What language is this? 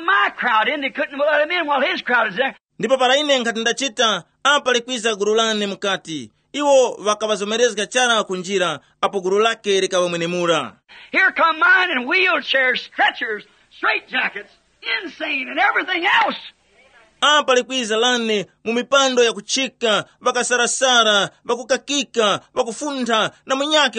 Tumbuka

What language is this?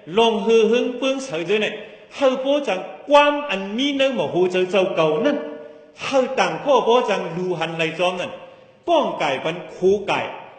Shan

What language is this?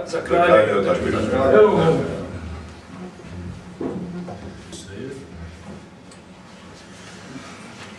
Croatian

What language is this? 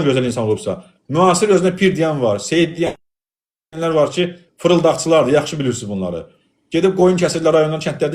Azerbaijani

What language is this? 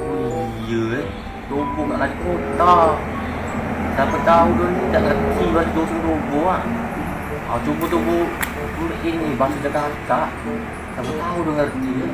Musi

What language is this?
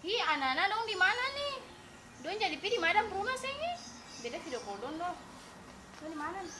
Ambonese Malay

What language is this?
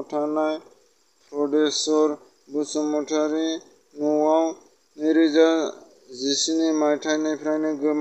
Bodo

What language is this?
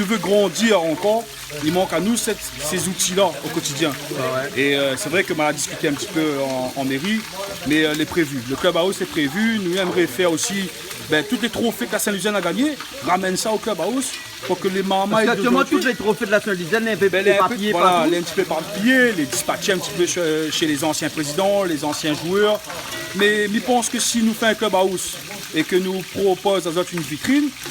Réunion Creole French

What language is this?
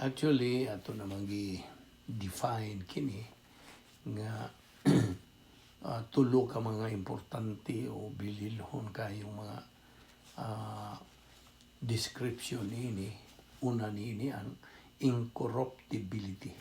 Cebuano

